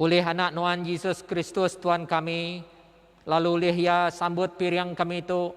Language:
Iban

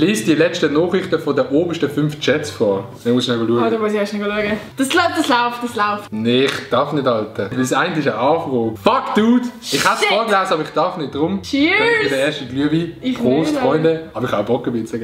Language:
Swiss German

